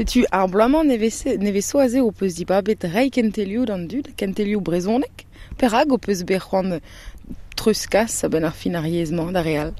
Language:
Breton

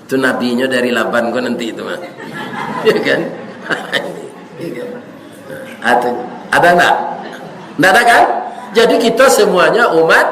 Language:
Minangkabau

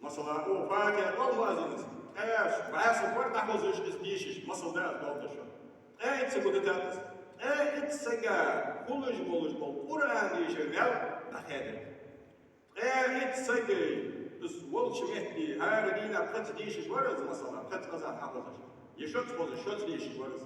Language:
Ingush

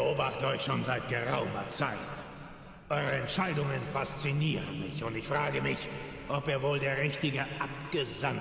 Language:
Swiss German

